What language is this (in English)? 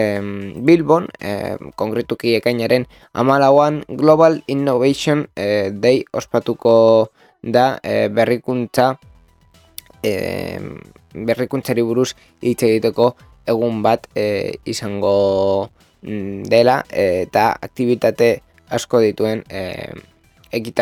Basque